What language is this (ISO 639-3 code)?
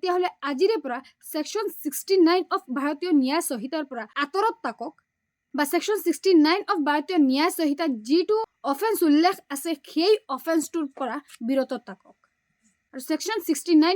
asm